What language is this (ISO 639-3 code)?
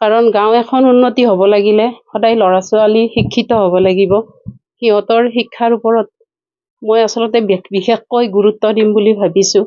asm